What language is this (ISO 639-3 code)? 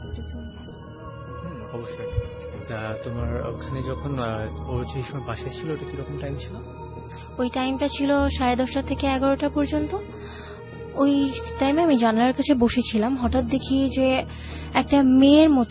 ben